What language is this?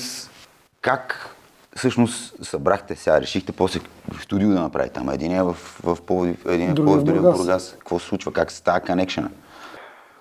Bulgarian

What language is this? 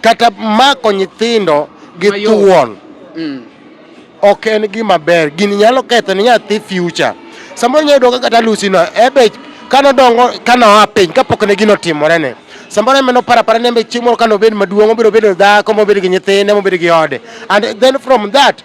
Luo (Kenya and Tanzania)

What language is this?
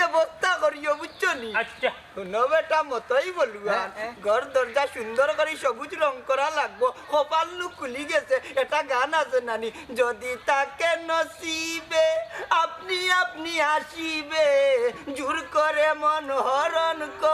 Sylheti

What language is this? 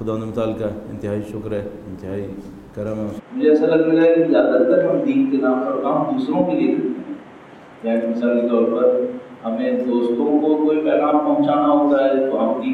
Urdu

